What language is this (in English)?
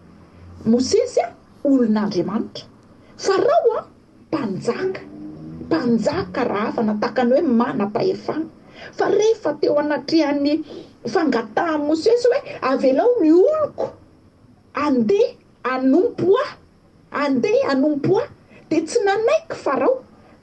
Malagasy